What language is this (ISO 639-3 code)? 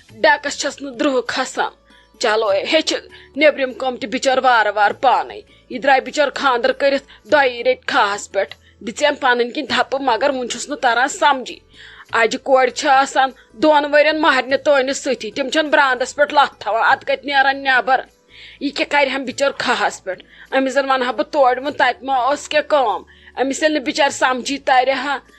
kas